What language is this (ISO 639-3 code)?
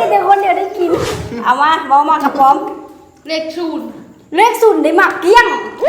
lao